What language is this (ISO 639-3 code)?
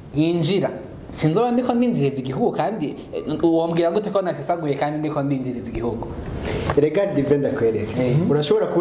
run